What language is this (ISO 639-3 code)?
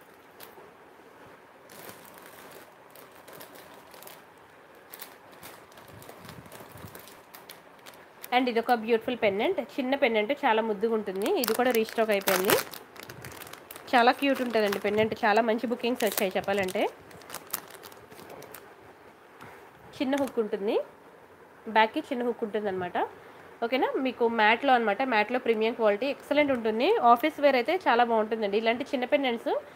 tel